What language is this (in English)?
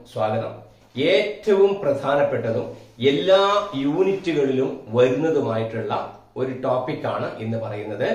Malayalam